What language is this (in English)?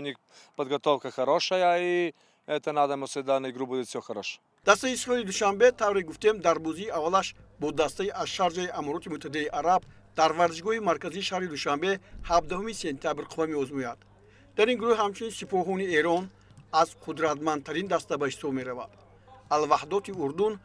Tajik